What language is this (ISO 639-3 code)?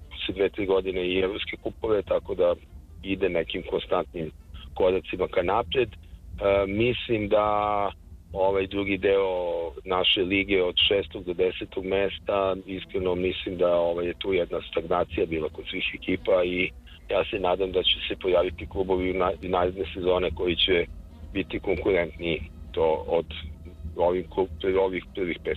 srp